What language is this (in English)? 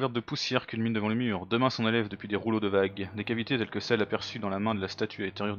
French